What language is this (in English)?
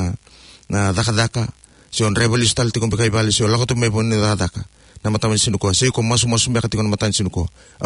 Fijian